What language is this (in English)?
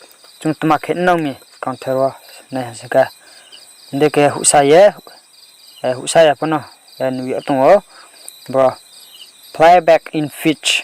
Riang (India)